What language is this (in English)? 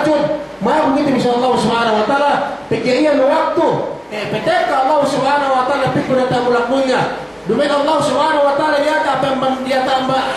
Yakan